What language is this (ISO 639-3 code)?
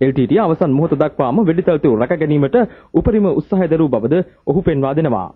sin